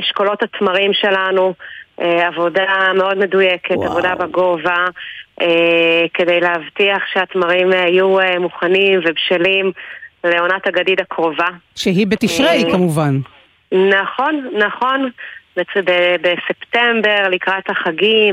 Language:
Hebrew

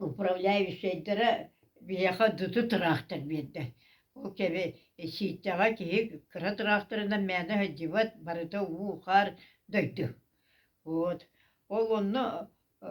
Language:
Yakut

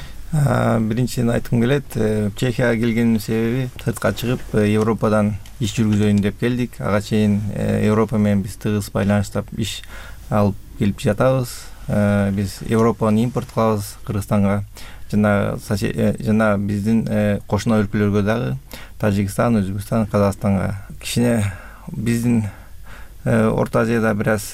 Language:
Kyrgyz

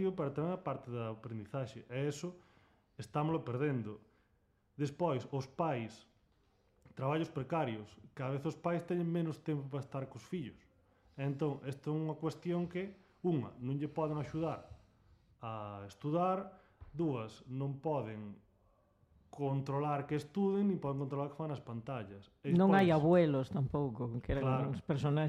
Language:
Galician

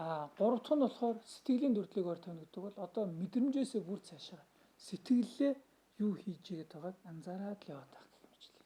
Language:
Mongolian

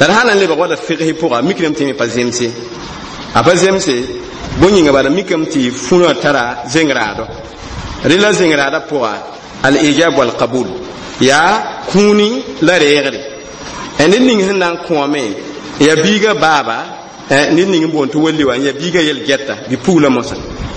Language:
Mossi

